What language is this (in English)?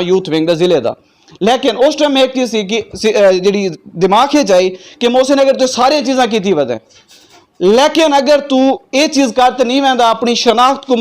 Saraiki